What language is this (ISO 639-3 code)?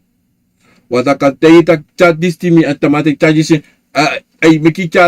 srn